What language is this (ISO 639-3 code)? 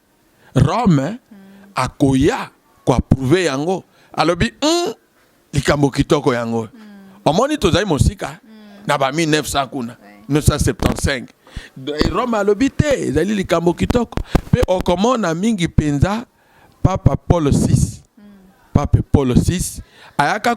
lin